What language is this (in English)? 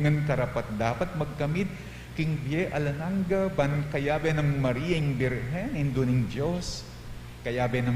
Pampanga